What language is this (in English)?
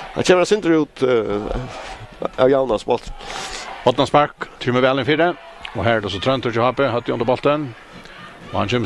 Faroese